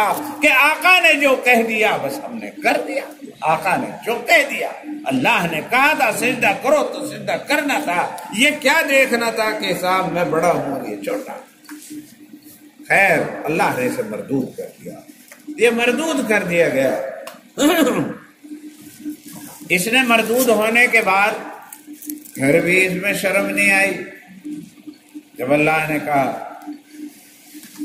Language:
Urdu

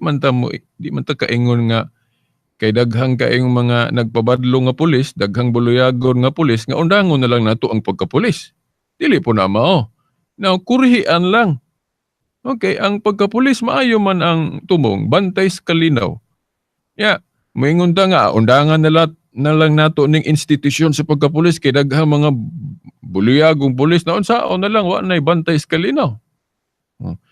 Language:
Cebuano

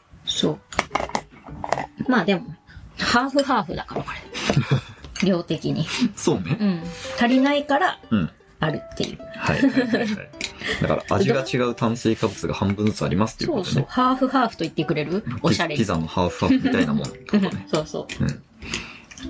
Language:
Japanese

